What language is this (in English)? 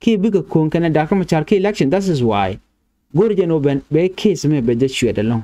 Nuer